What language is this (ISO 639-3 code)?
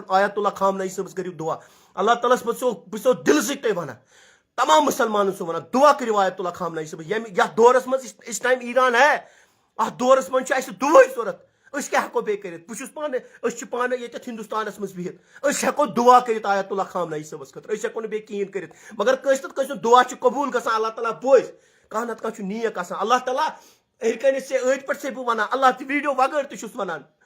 kas